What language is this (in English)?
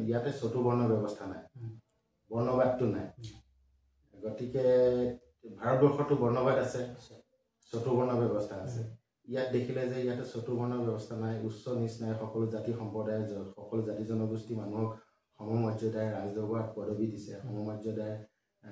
Assamese